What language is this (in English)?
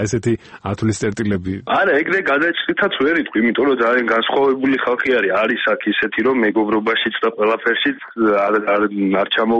Georgian